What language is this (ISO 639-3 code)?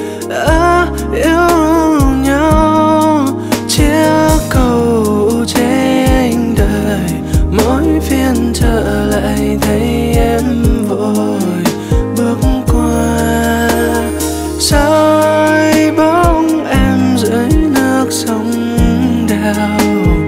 vie